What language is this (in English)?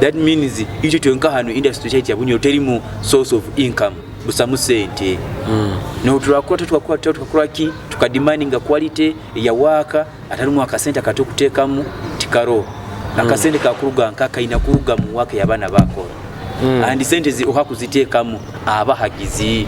Nyoro